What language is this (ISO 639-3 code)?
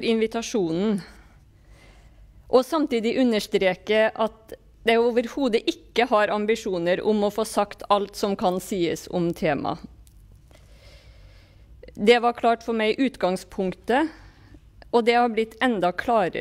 nor